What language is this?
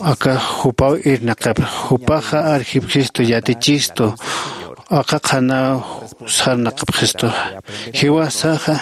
Aymara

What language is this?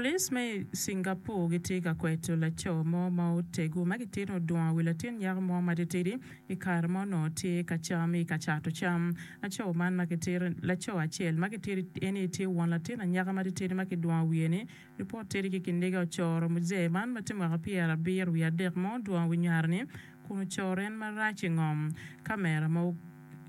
Acoli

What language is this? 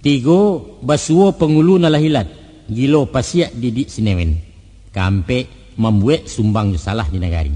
Minangkabau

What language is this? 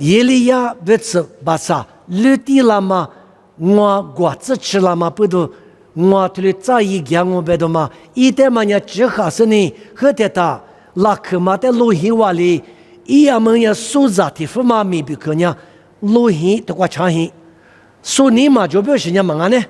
Lisu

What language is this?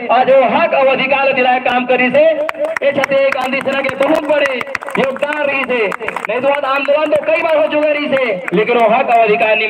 Chhattisgarhi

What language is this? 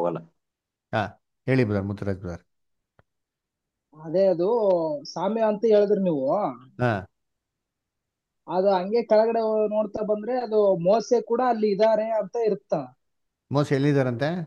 Kannada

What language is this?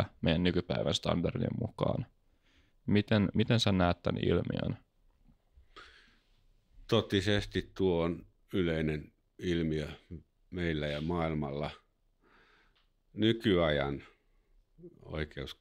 Finnish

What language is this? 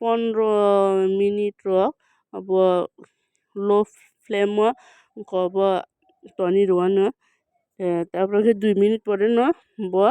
Kok Borok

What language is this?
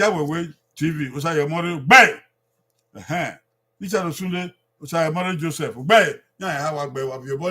Bini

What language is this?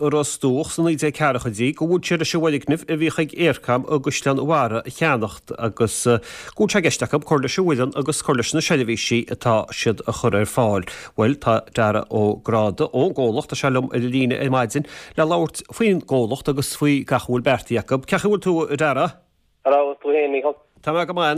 Irish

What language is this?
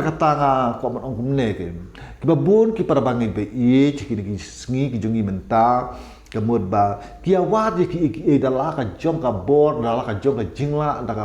Khasi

